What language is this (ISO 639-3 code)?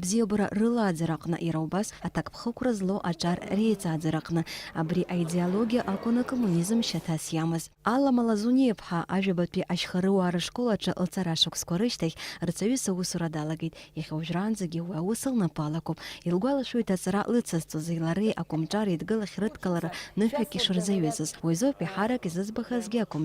abk